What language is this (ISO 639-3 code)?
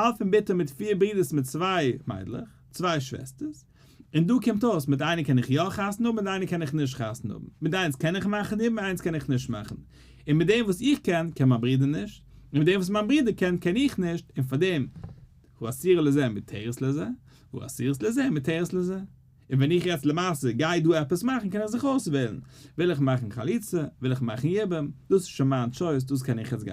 yid